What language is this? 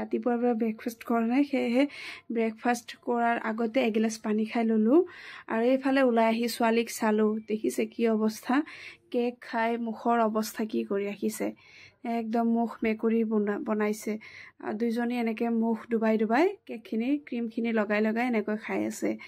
Assamese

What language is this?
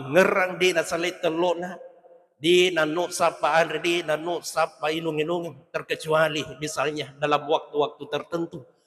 Buginese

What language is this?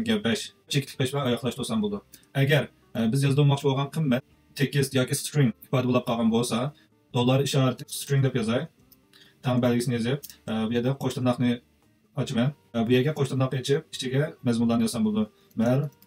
Uyghur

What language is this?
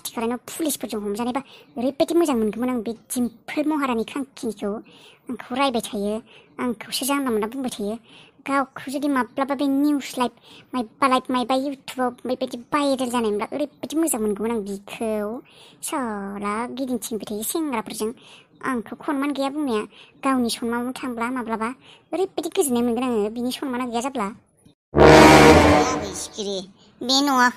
Bodo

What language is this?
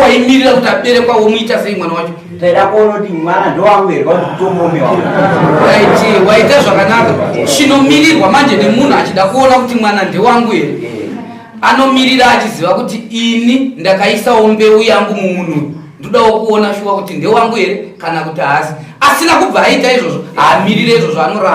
Shona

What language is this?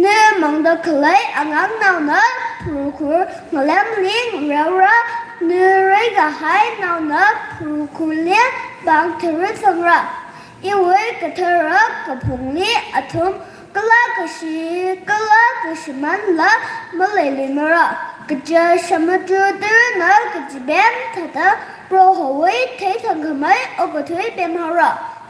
Tangkhul Naga (India)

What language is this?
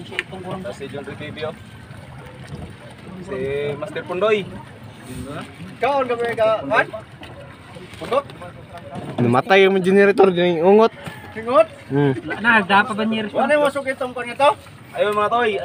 Filipino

